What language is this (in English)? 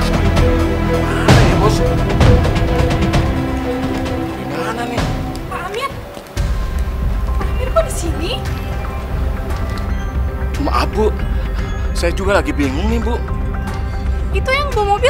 Indonesian